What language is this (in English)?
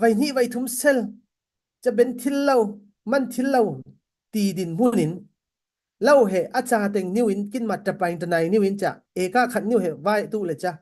Falam Chin